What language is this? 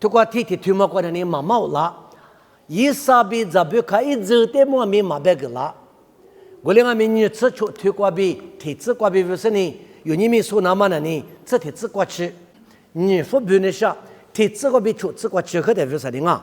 Lisu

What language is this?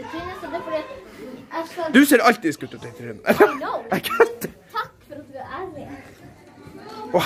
Norwegian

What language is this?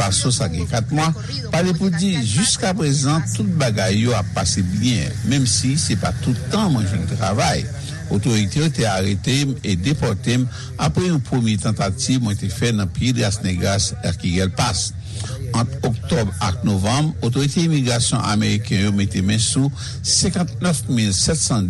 Haitian Creole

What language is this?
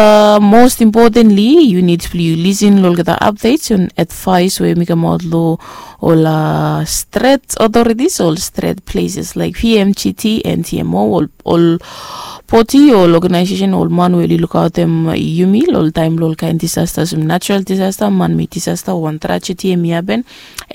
Bislama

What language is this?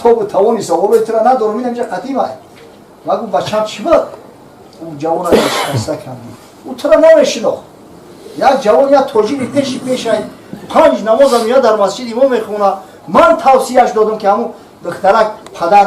Tajik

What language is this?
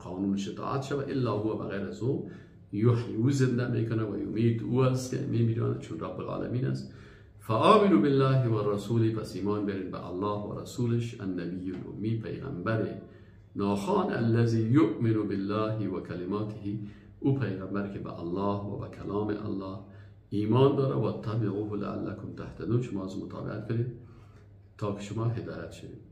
Persian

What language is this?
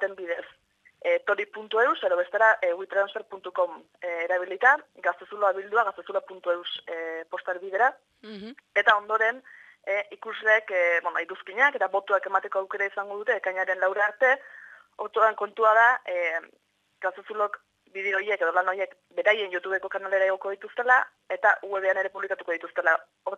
Basque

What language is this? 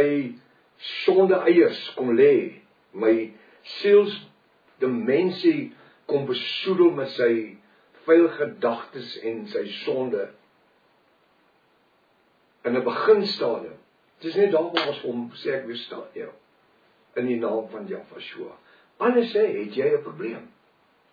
Afrikaans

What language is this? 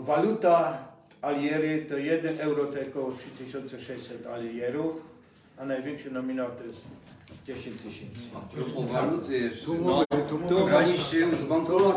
Silesian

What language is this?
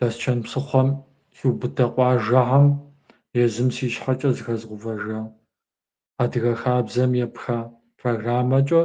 Kabardian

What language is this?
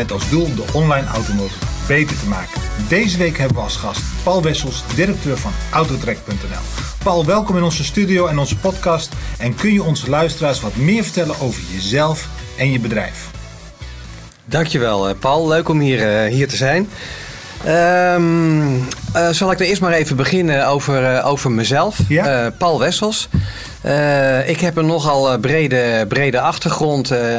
Dutch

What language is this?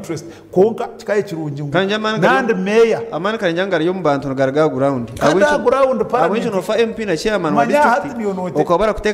Nyankole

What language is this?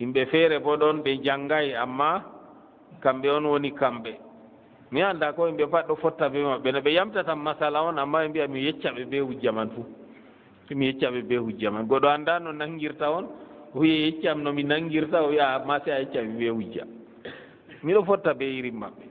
Fula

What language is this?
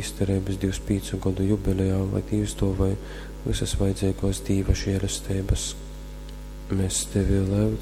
Latgalian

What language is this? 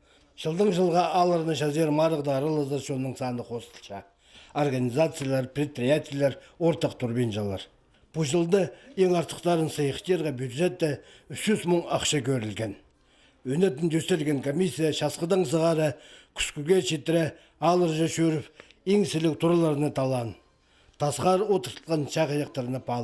Khakas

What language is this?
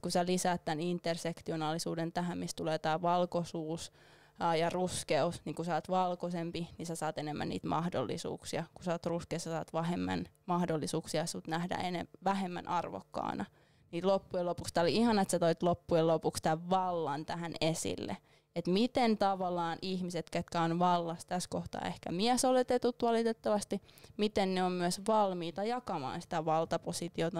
Finnish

